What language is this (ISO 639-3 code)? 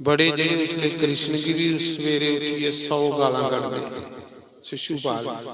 doi